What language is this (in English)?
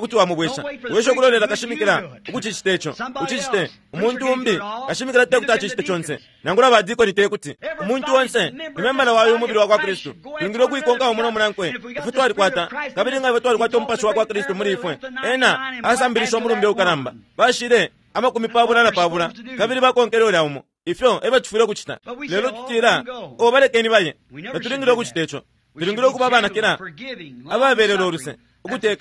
Bemba